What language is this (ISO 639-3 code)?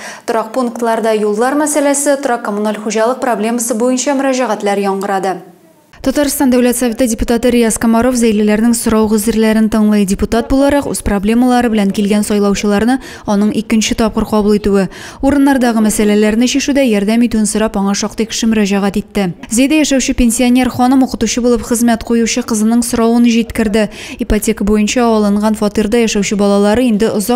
tat